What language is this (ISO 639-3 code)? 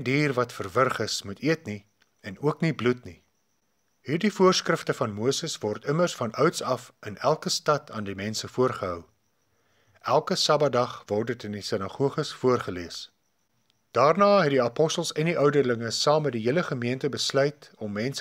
afr